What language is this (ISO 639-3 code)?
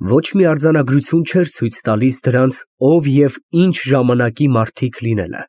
hye